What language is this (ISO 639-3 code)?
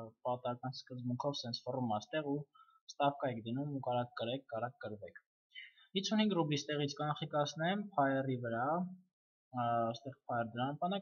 hye